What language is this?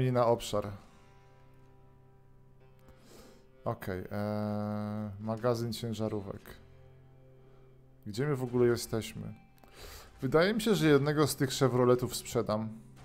Polish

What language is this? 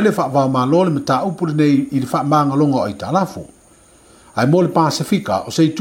Samoan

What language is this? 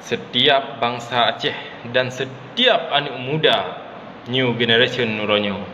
Achinese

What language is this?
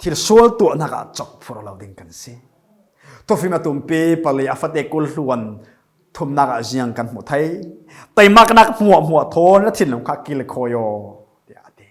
Falam Chin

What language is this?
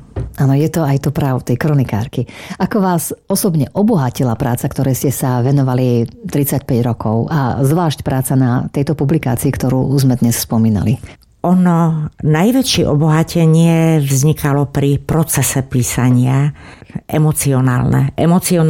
Slovak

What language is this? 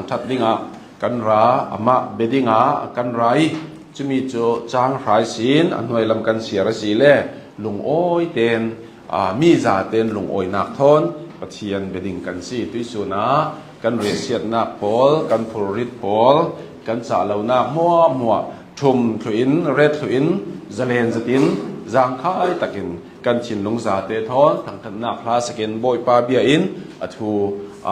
Hakha Chin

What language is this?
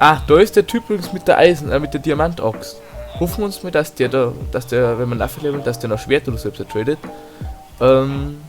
Bavarian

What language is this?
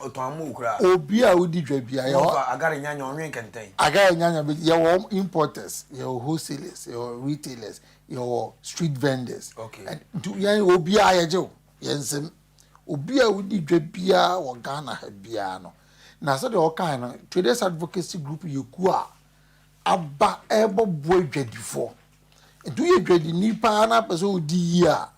Akan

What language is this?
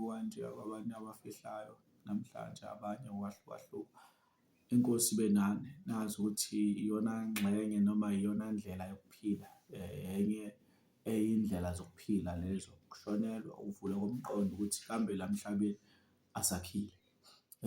Zulu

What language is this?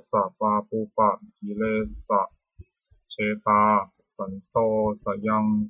Pali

